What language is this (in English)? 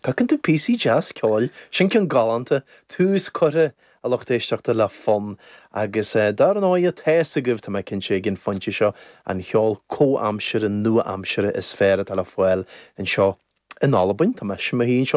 Irish